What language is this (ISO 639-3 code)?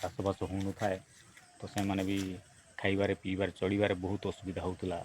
ori